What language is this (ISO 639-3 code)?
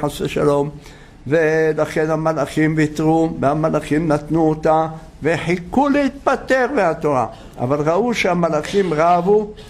heb